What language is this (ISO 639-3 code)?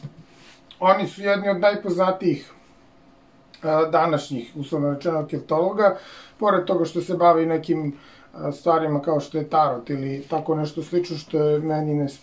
srp